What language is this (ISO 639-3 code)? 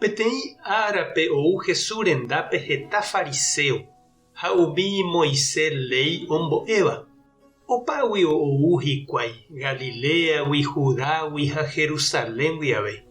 grn